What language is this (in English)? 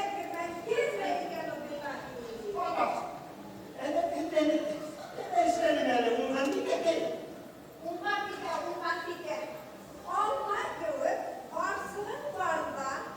Bashkir